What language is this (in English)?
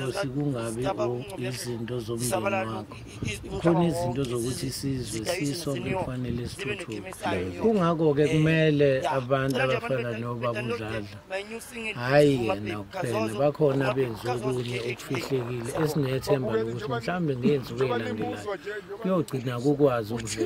Zulu